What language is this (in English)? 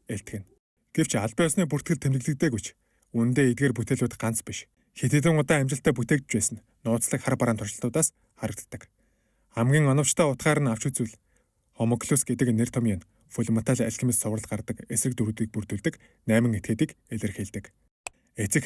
Mongolian